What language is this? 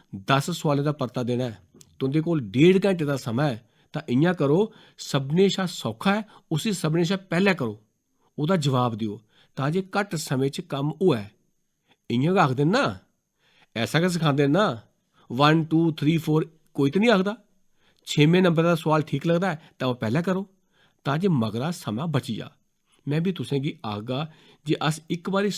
Dogri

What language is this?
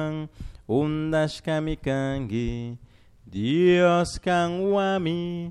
Chimborazo Highland Quichua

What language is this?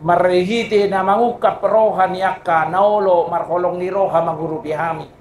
Batak Toba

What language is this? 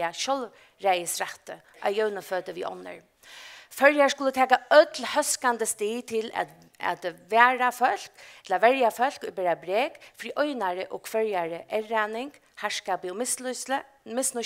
Faroese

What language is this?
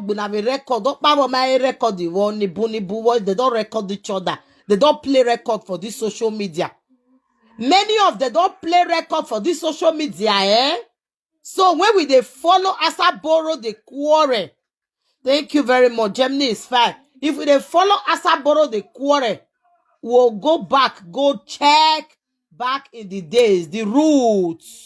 Nigerian Pidgin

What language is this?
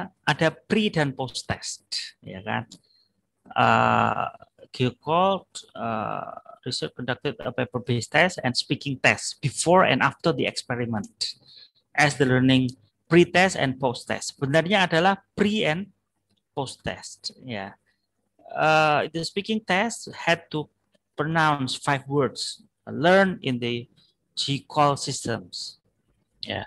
Indonesian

